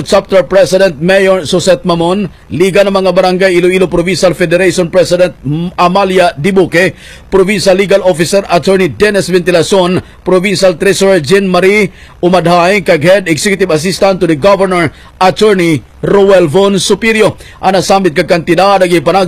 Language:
Hiligaynon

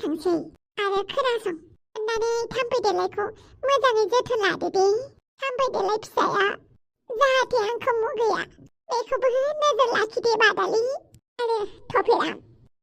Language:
Bodo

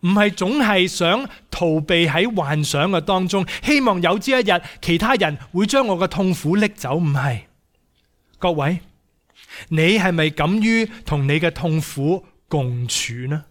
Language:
Cantonese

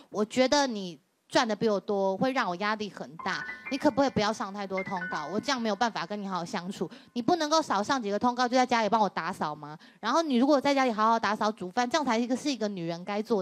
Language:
Chinese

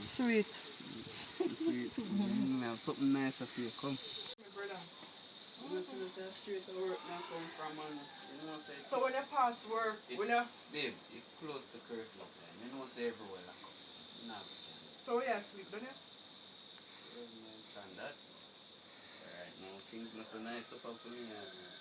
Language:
Jamaican Creole English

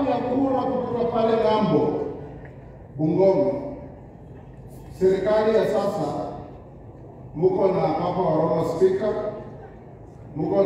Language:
Swahili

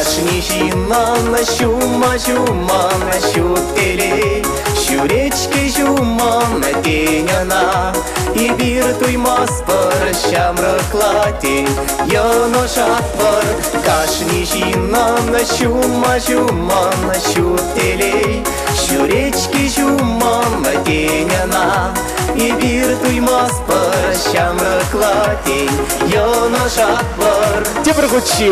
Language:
Chuvash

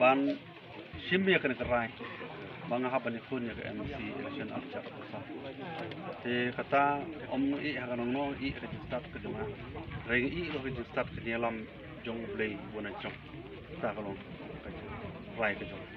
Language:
Khasi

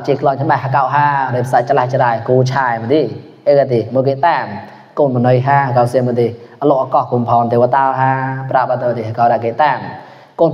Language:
Mon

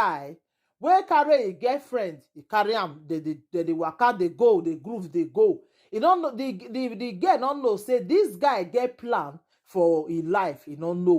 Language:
Nigerian Pidgin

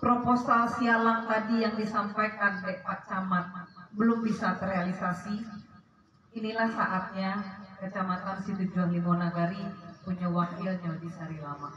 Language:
Minangkabau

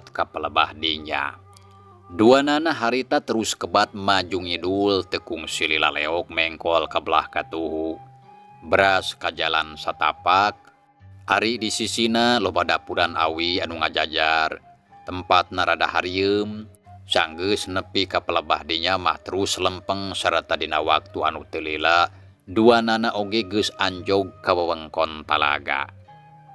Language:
Sundanese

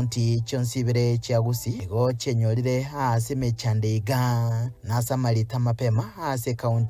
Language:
Gusii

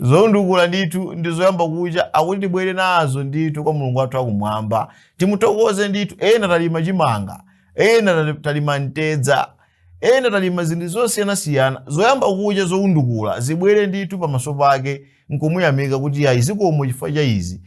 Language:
Nyanja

